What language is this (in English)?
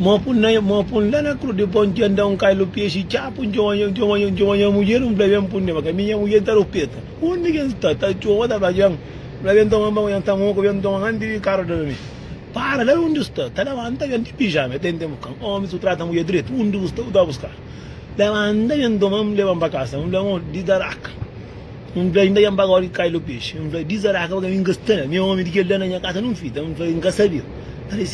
Kabuverdianu